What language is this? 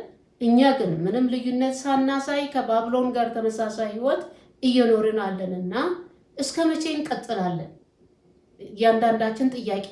Amharic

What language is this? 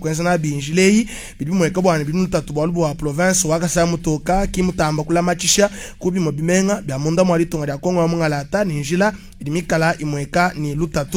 Luba-Lulua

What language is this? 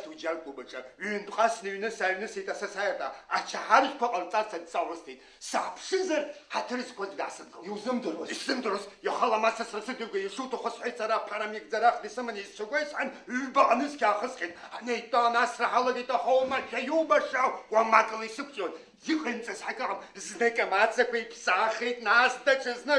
Abkhazian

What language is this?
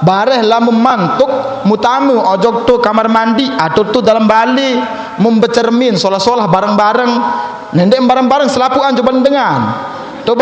Sasak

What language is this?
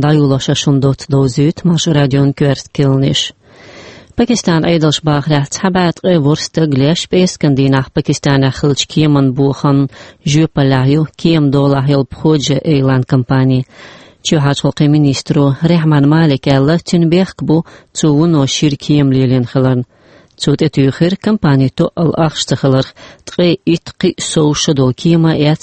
Chechen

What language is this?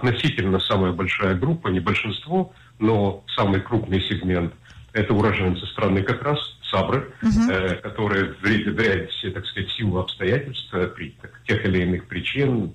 Russian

